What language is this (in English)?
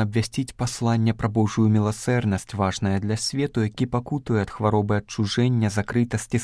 Belarusian